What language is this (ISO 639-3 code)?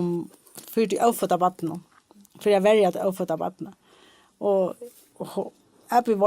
fao